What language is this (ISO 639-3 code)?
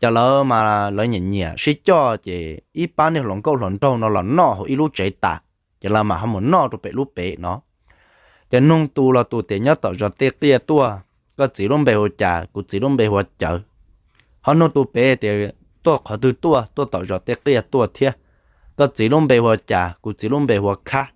hmn